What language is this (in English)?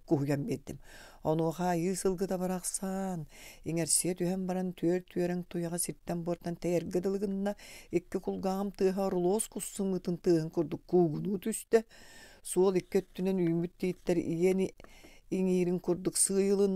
Yakut